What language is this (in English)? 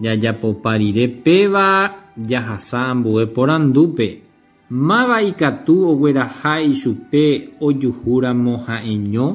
Guarani